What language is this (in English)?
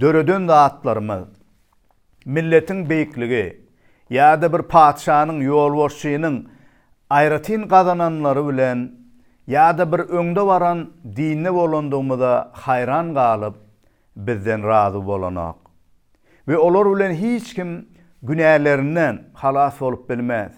Turkmen